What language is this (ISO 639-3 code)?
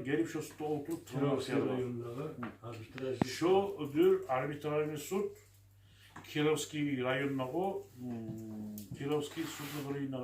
kum